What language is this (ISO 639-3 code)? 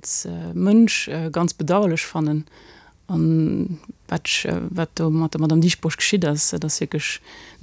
ltz